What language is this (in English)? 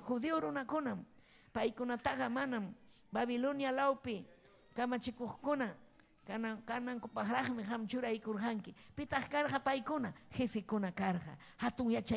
Ayacucho Quechua